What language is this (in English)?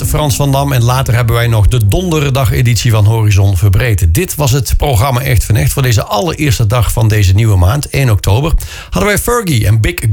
Dutch